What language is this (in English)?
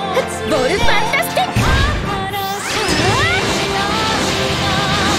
Japanese